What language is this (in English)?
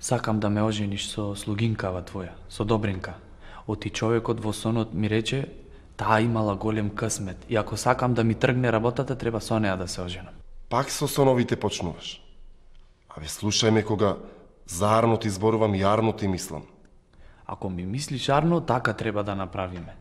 Macedonian